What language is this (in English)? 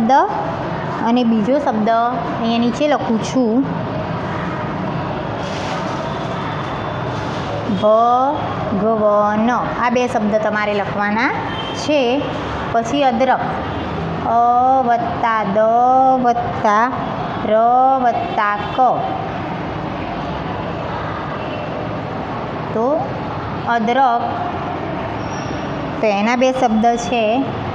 Gujarati